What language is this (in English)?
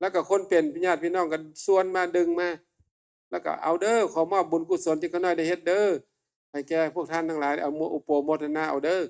Northeastern Thai